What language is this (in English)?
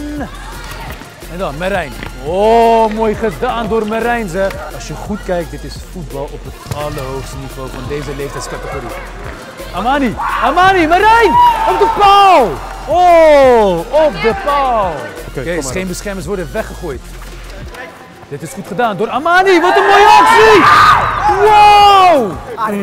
Dutch